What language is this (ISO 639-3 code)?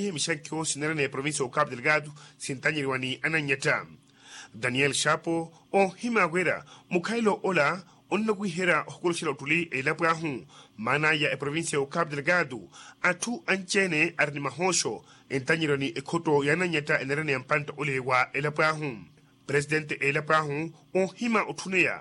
vmw